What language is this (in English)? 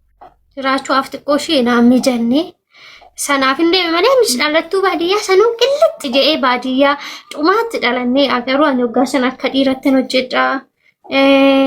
Oromo